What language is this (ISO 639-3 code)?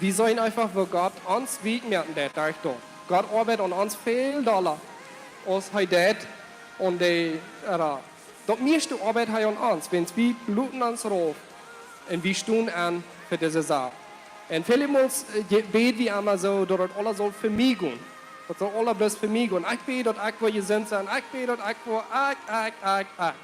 pdt